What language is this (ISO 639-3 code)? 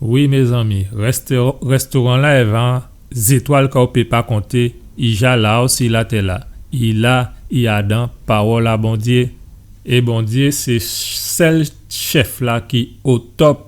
gcf